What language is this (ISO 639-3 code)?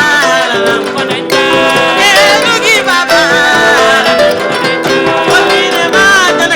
ful